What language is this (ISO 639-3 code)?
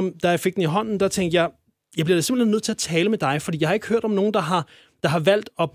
dan